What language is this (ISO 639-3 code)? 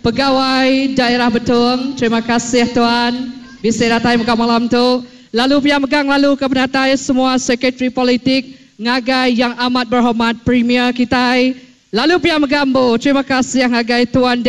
iba